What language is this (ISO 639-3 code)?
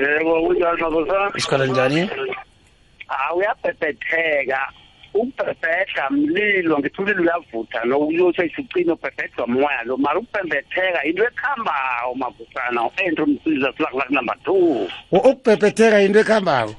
nbl